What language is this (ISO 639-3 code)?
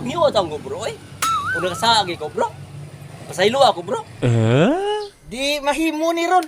ceb